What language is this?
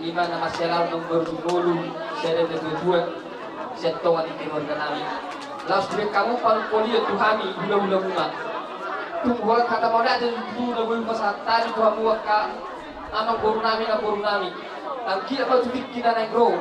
Batak Toba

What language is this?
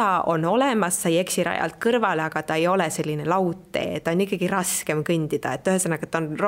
Estonian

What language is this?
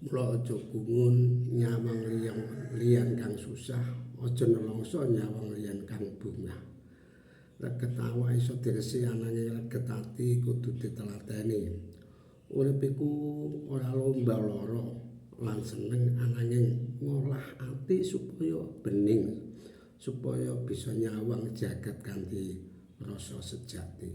Javanese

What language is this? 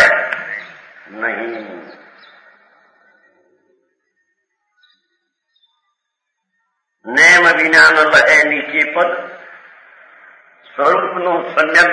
Gujarati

